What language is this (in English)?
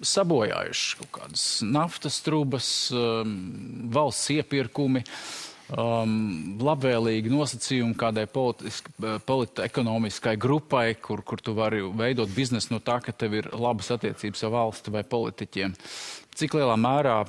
Latvian